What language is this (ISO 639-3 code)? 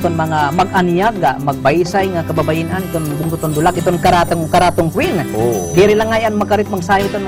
war